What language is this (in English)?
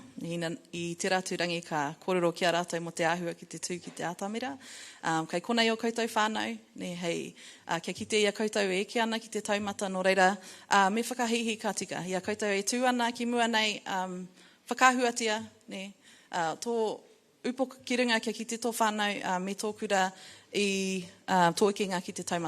Māori